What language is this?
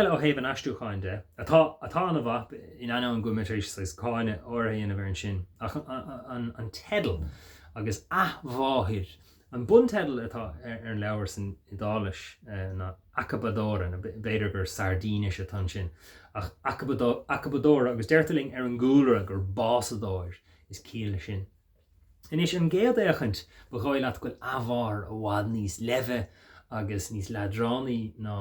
Irish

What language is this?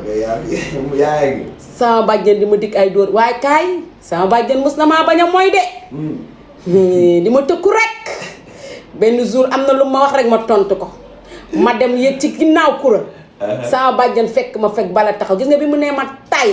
Wolof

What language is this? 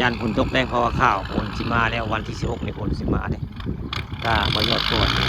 Northeastern Thai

